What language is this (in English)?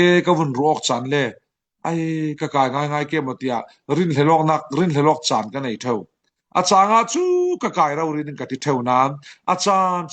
Falam Chin